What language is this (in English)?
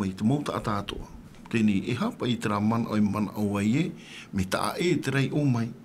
Tahitian